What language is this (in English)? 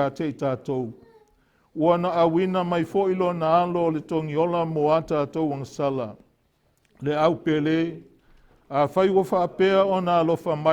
Samoan